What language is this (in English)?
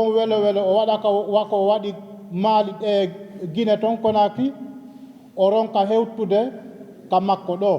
Fula